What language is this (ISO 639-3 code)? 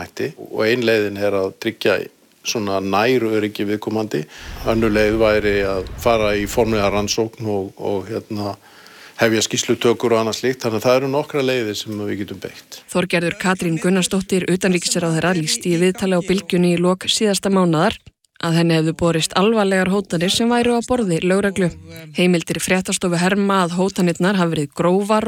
isl